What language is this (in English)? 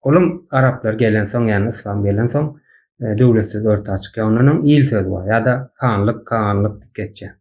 Turkmen